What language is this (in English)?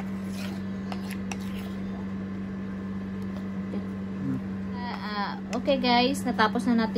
Filipino